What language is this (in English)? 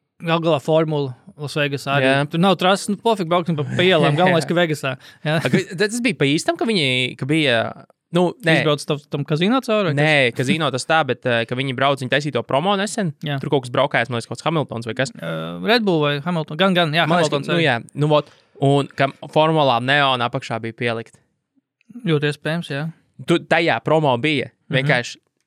Latvian